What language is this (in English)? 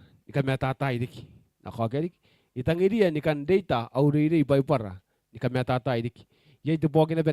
Gilbertese